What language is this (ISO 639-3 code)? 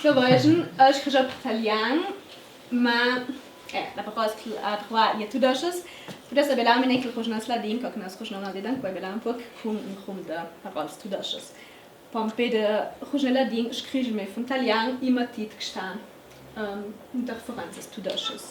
lld